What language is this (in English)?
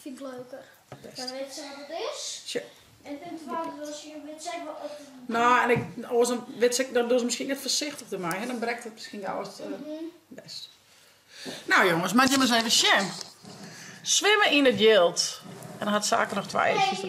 Western Frisian